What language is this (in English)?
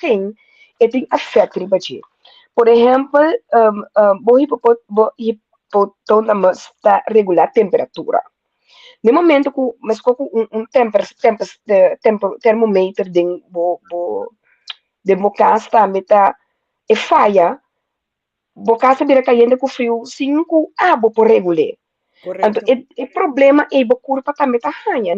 Papiamento